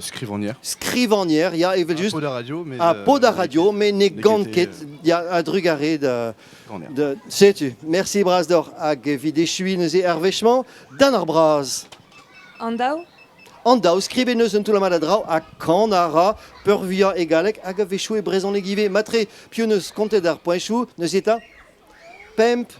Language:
Breton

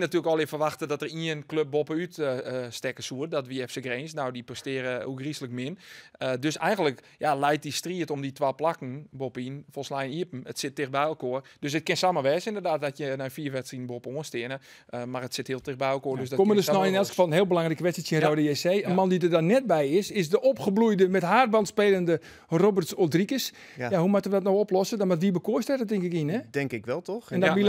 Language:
Western Frisian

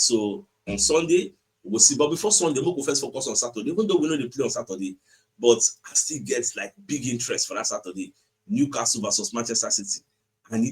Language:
Nigerian Pidgin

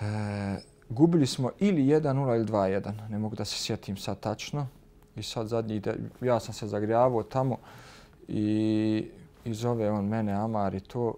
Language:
Bosnian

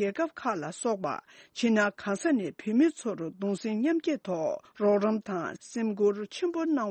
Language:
Tibetan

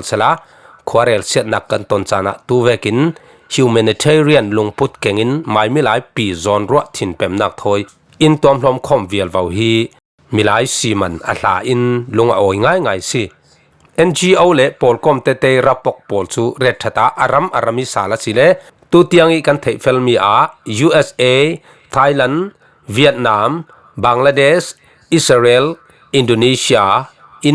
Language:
Falam Chin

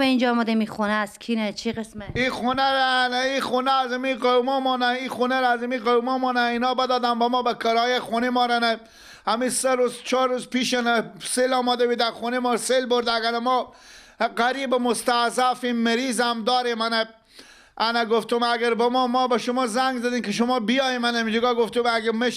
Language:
Persian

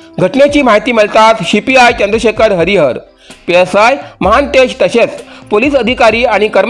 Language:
Konkani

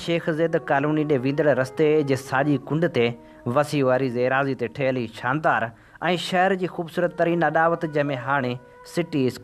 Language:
Sindhi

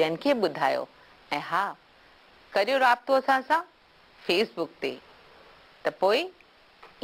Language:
Sindhi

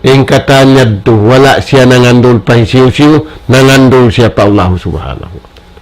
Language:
Tausug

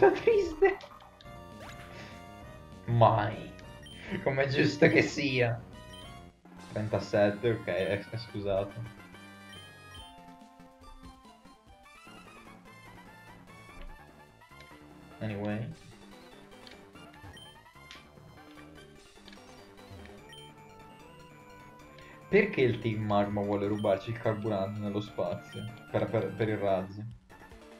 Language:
Italian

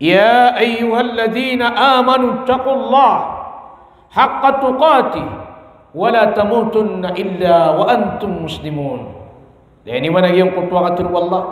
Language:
Maranao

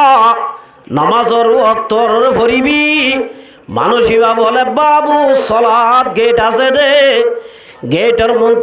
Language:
Rohingya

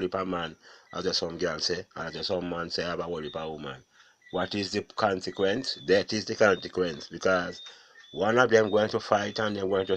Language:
Jamaican Creole English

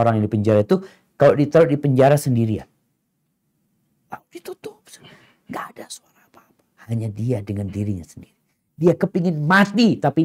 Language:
Indonesian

